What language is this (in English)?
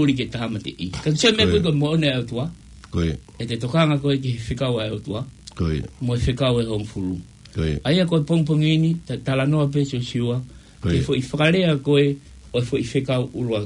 Tongan